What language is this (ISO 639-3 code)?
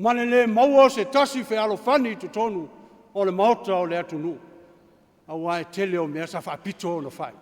smo